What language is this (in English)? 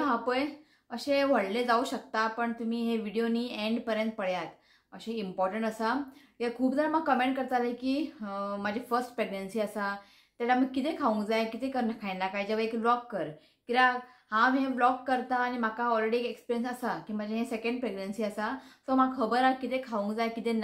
Konkani